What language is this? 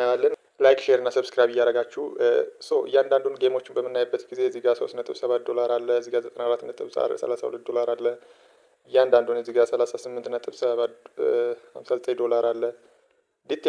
Amharic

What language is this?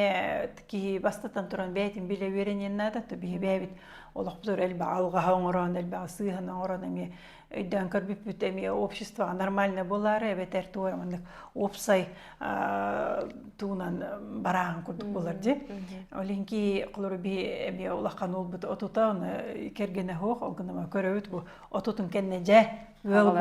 Yakut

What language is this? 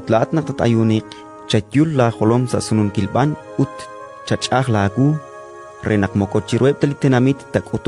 Kekchí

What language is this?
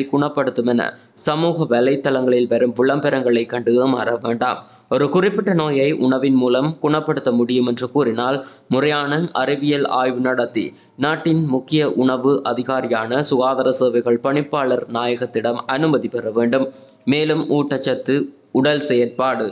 Tamil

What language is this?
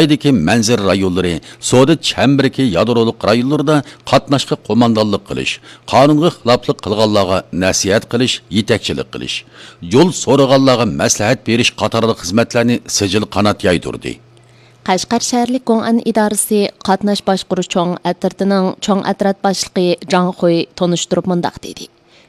Uyghur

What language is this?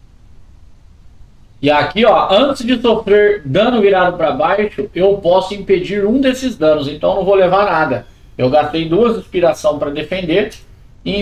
Portuguese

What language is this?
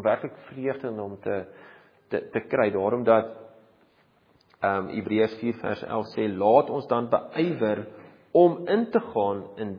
Afrikaans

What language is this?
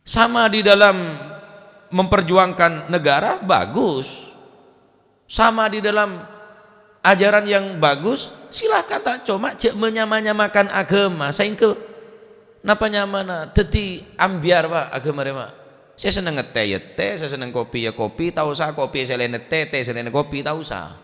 Madurese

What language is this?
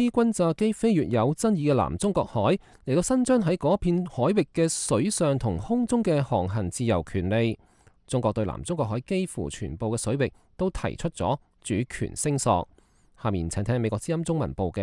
Cantonese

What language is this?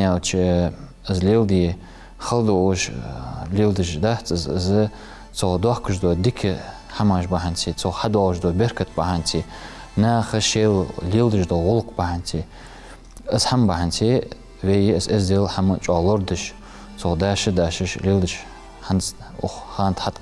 Ingush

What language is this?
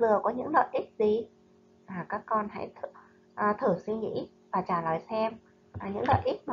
Vietnamese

